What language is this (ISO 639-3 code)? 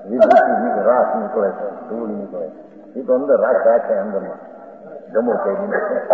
guj